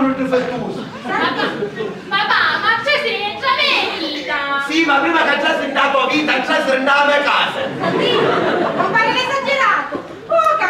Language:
Sicilian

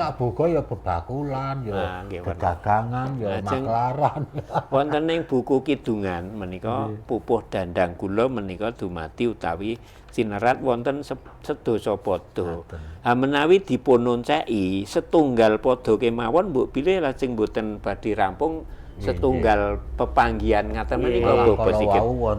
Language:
Javanese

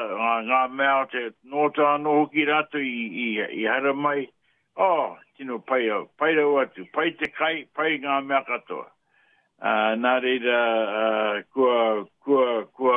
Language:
Māori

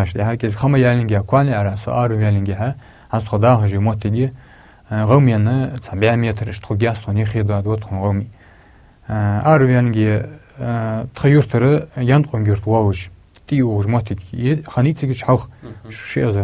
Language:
Ingush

